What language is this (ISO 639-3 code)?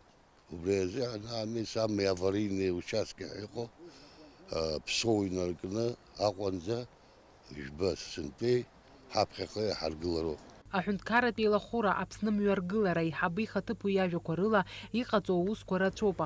abk